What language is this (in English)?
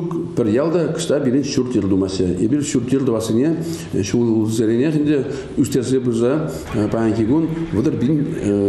Chuvash